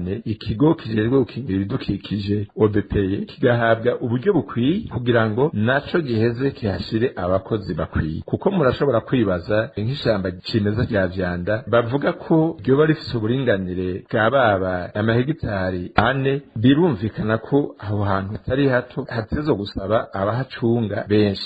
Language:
Rundi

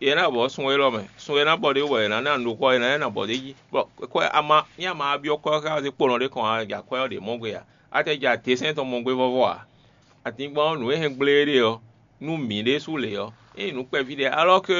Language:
Fon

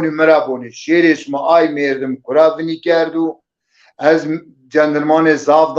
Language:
Zaza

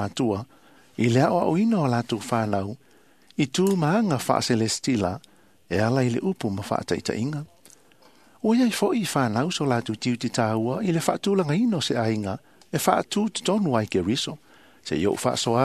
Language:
Samoan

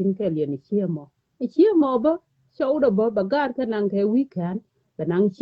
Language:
Nuer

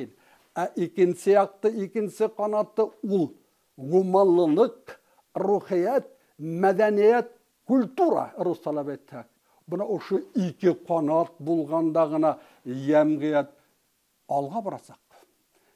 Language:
Bashkir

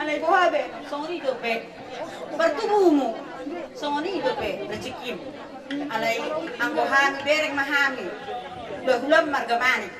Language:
Batak Toba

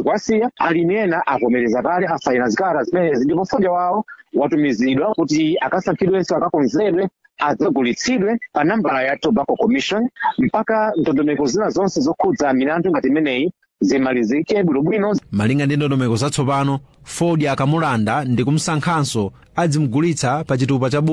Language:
Nyanja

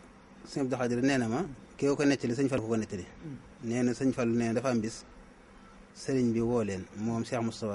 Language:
Wolof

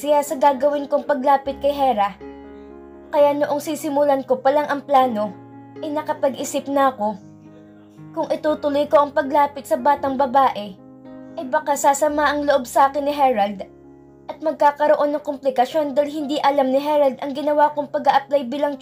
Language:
Filipino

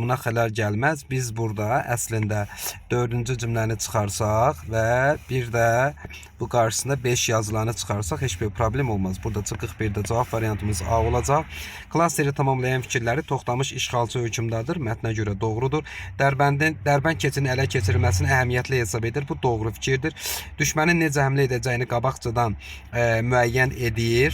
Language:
Azerbaijani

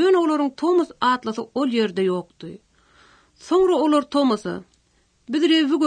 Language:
Turkmen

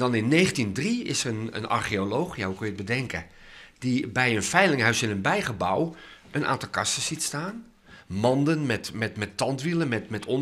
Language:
Western Frisian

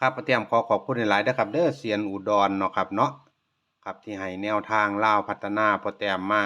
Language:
Northeastern Thai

